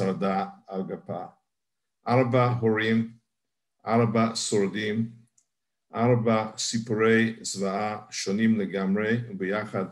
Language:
Hebrew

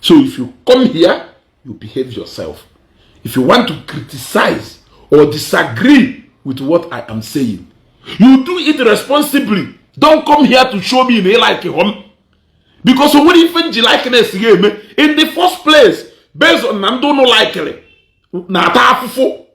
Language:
Igbo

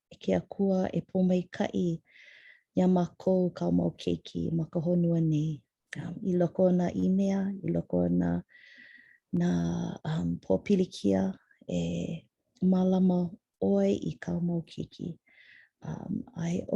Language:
Hawaiian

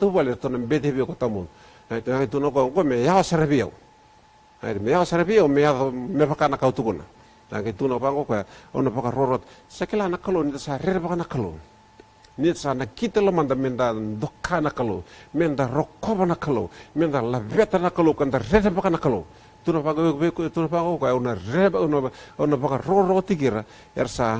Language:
Fijian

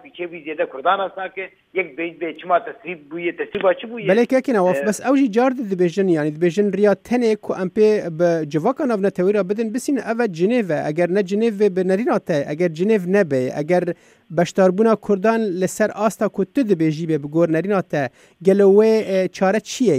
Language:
Kurdish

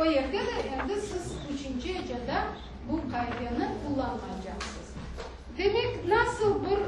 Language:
Crimean Tatar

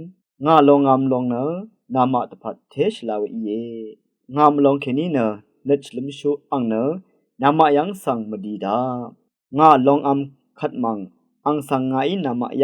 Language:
Rawang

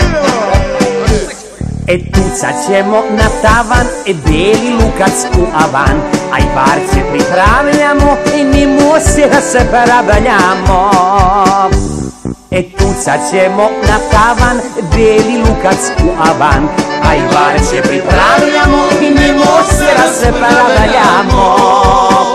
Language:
Serbian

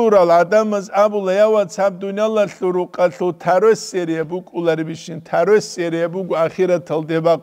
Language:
Avaric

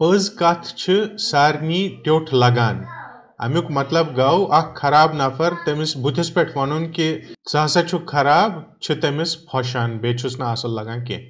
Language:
Kashmiri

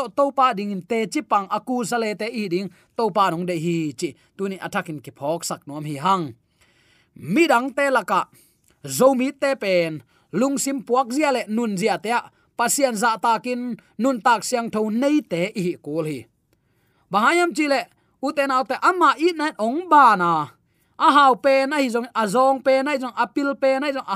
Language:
Tedim Chin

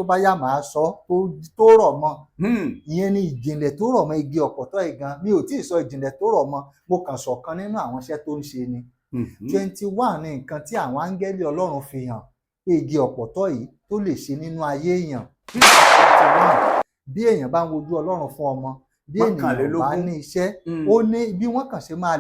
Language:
Yoruba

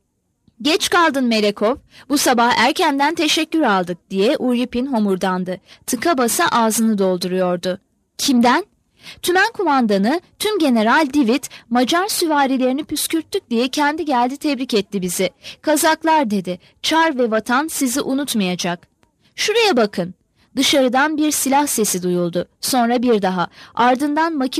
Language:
Turkish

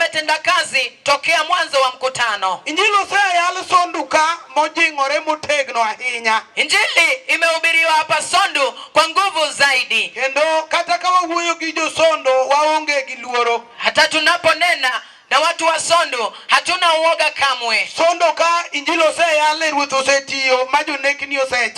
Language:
Luo (Kenya and Tanzania)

